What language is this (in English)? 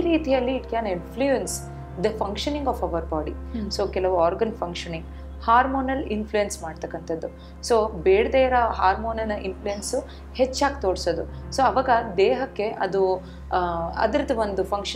Kannada